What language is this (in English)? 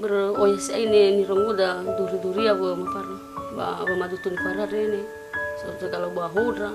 Nias